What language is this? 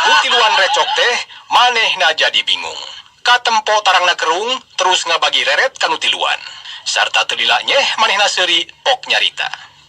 Sundanese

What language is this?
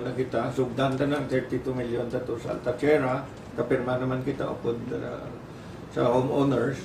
Hiligaynon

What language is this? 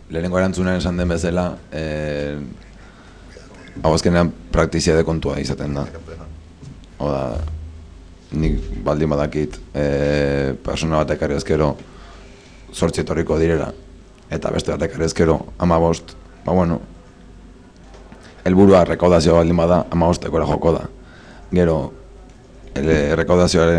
Basque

